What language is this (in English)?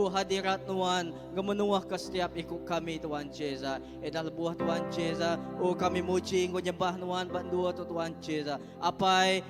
Iban